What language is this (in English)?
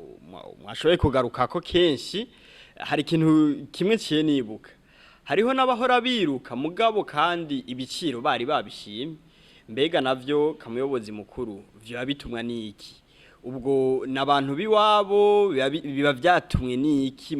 Rundi